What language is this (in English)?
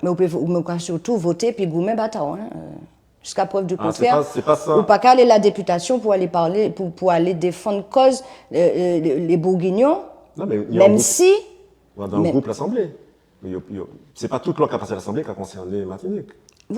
Guadeloupean Creole French